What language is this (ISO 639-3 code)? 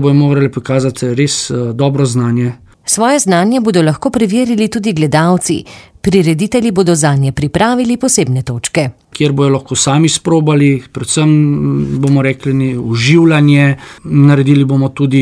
slv